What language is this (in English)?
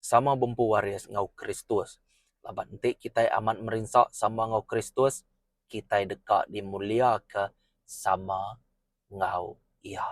Iban